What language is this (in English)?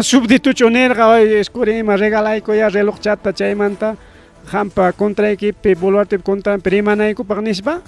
Ayacucho Quechua